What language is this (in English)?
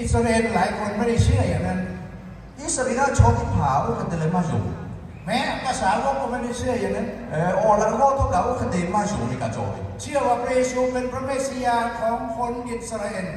Lahu